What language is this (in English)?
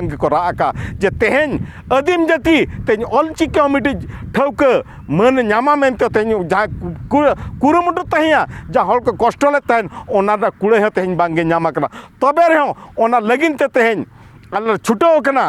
Santali